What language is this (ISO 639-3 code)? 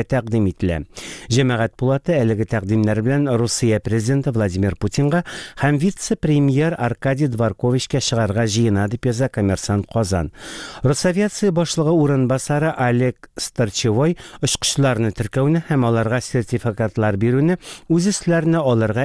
tat